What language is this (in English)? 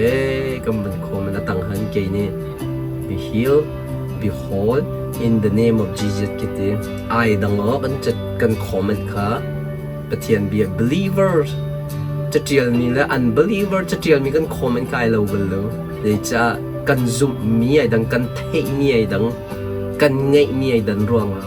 Hakha Chin